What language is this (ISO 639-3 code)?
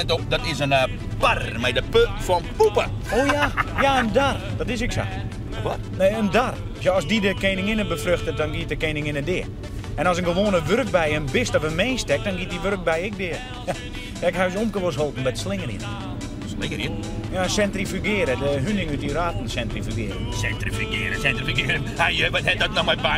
fry